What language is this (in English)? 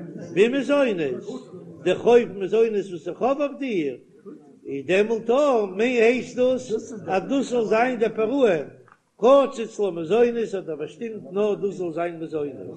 Yiddish